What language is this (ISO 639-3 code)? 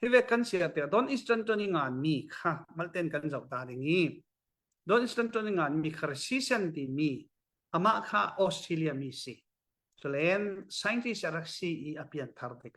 cfm